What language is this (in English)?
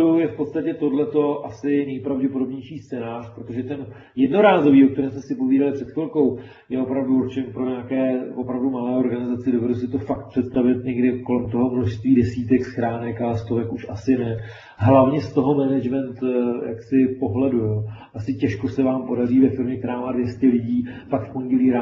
Czech